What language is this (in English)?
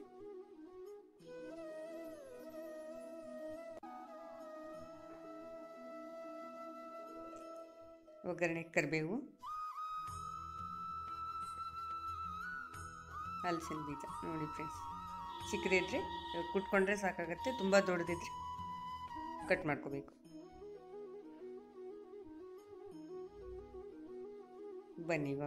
Kannada